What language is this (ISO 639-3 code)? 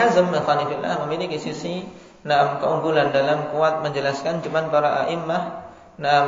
ind